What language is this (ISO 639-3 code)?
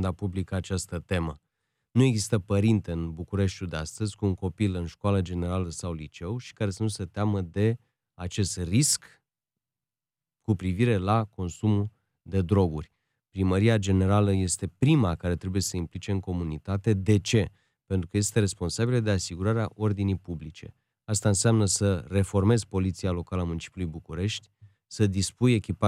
ron